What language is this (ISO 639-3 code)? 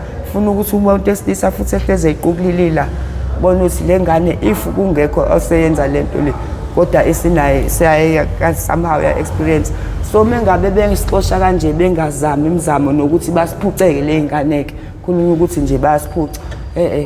zul